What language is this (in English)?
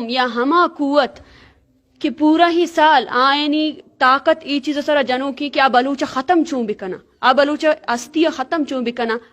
Brahui